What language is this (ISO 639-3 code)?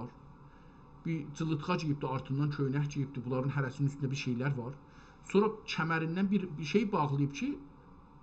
azb